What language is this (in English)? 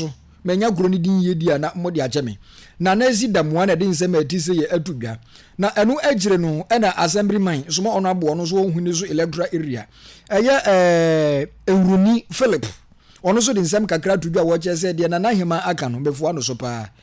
Akan